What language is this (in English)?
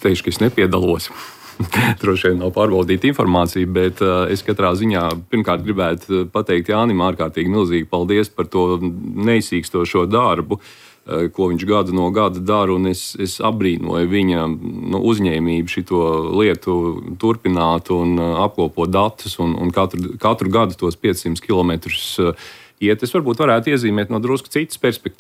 Latvian